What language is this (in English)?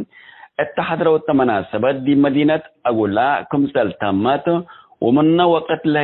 Tigre